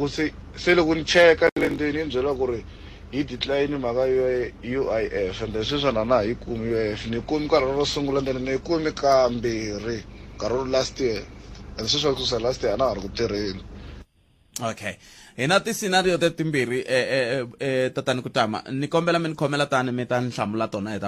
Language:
Tsonga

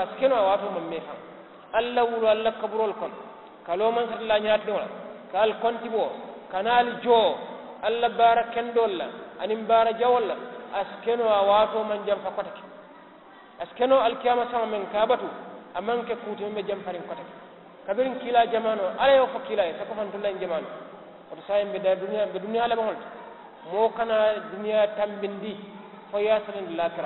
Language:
Mandingo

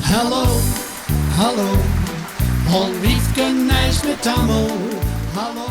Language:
Gronings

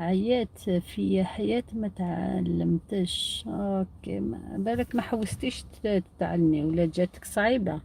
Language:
Algerian Arabic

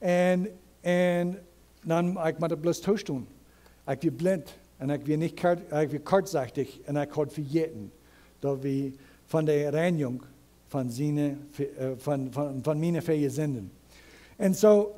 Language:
Plautdietsch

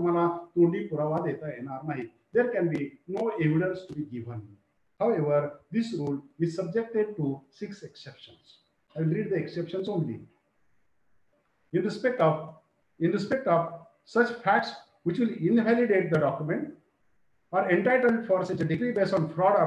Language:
Marathi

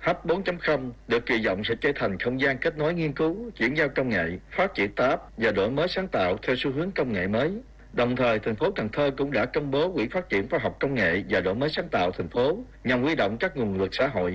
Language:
Vietnamese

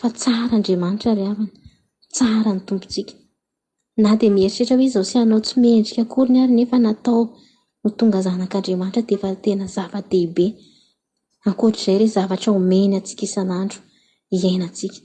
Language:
Malagasy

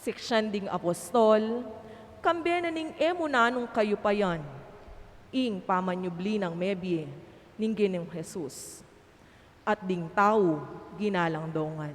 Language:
Pampanga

